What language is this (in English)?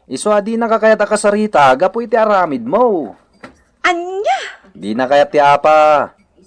Iloko